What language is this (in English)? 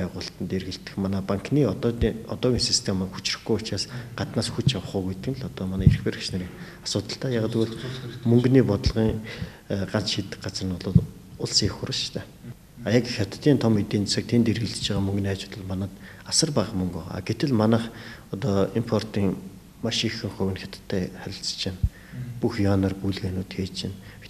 Mongolian